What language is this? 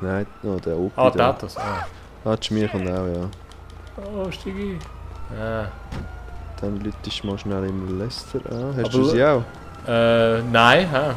Swiss German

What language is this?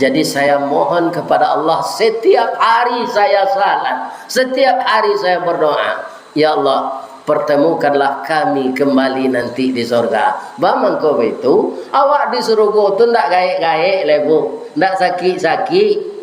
Minangkabau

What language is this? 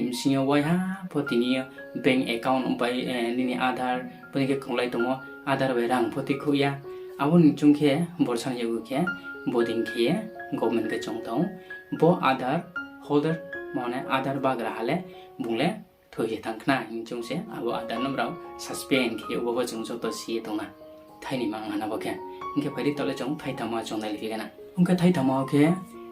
Riang (India)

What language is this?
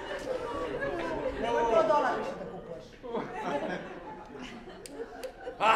Serbian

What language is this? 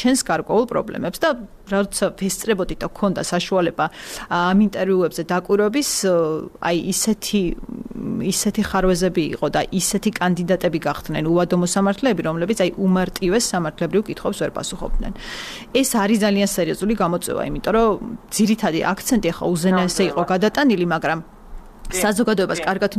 Georgian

